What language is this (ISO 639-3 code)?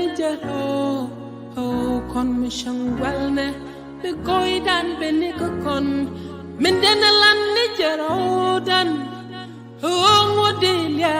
nus